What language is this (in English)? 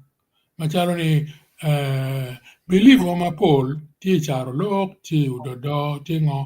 Acoli